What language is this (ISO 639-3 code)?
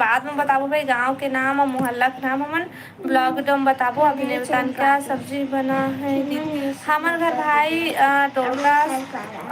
hne